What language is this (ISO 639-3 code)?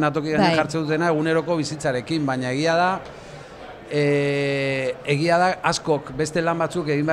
eus